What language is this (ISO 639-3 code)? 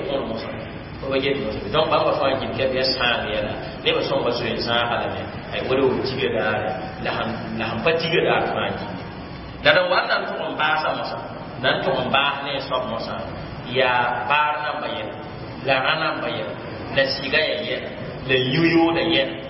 mos